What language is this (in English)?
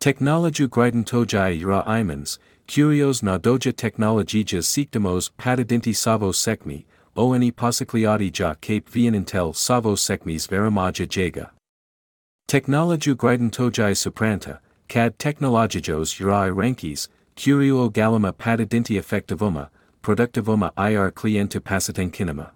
Lithuanian